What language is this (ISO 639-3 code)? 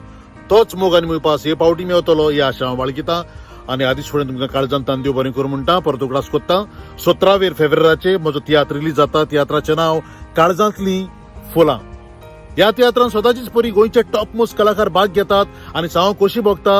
kok